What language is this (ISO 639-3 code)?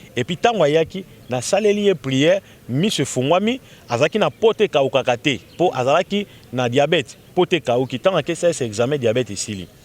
lin